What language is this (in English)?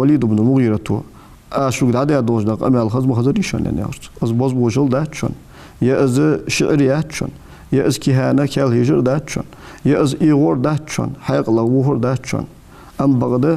Ingush